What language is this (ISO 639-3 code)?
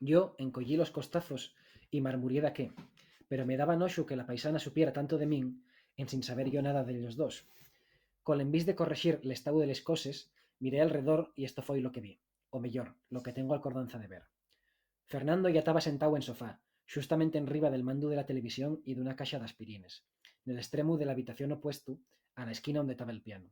ast